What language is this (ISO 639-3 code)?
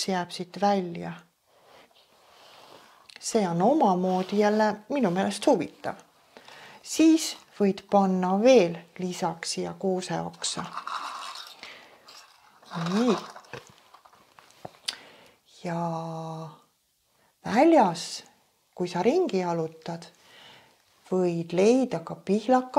est